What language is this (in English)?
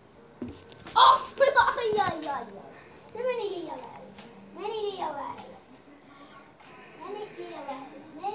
Finnish